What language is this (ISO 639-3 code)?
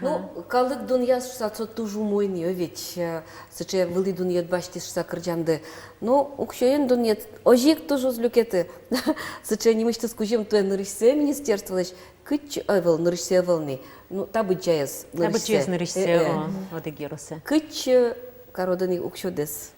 udm